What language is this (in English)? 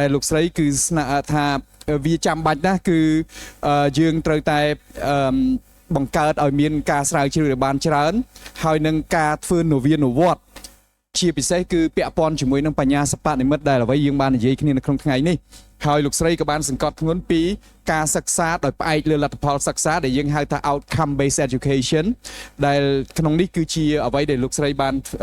Khmer